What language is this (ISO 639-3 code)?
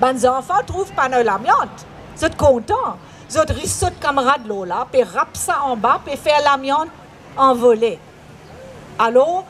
mfe